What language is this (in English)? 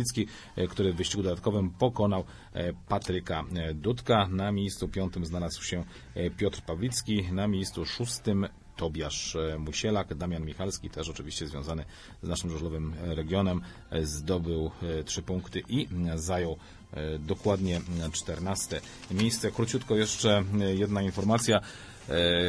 Polish